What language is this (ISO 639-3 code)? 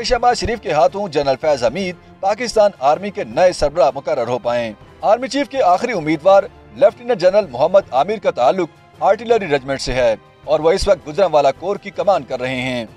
urd